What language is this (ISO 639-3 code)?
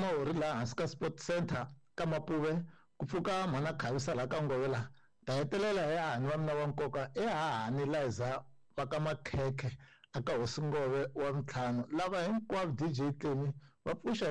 tso